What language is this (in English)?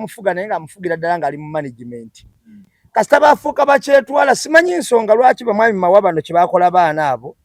Ganda